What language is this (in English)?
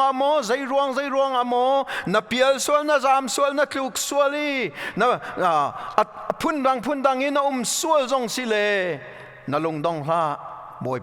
Hakha Chin